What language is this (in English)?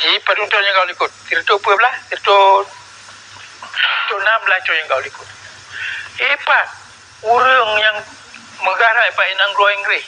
Achinese